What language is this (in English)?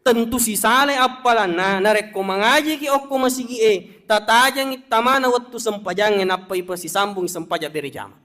Buginese